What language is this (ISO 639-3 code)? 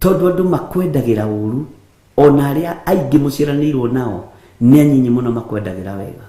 kik